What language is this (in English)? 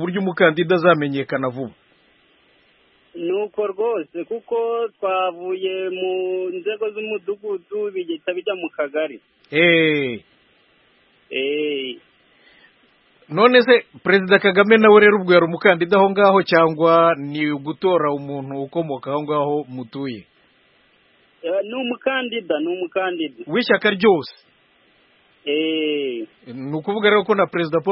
Kinyarwanda